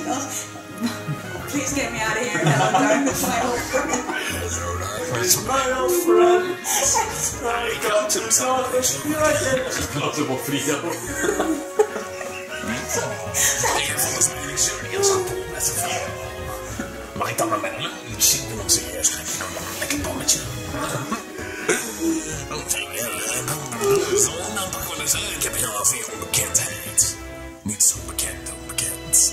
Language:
Dutch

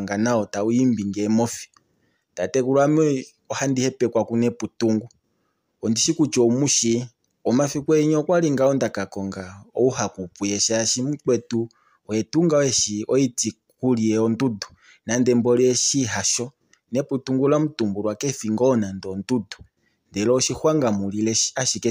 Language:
Kuanyama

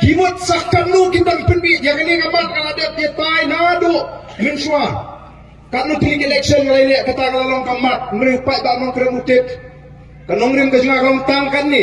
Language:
Khasi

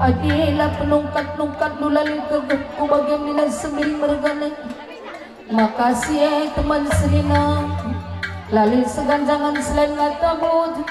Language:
Batak Karo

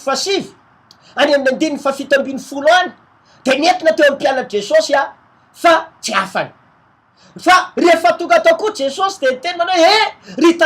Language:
Malagasy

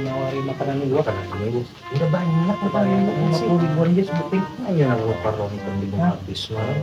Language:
Banjar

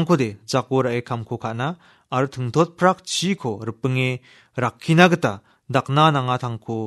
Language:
Garo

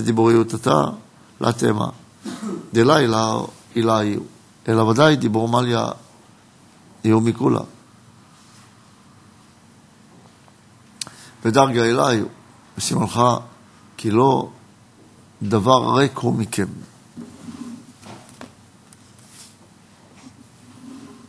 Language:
Hebrew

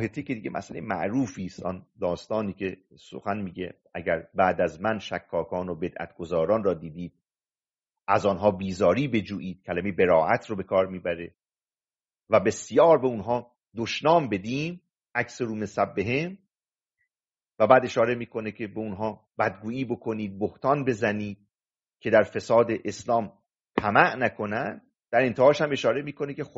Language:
Persian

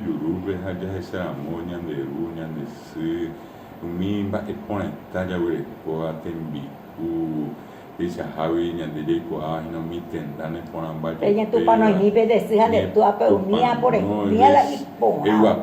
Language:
Guarani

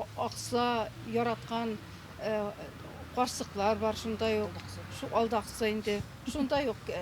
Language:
Bashkir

